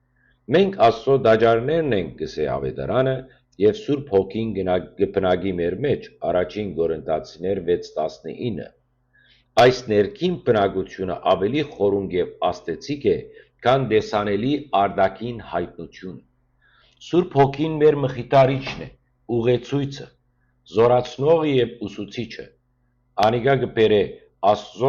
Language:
Western Armenian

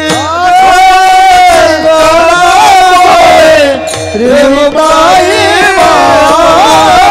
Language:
Marathi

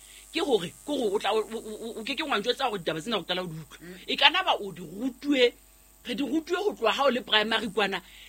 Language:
Southern Sotho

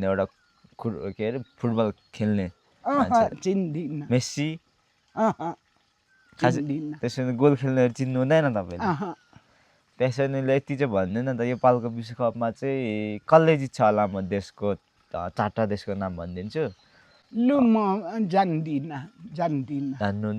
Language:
Nepali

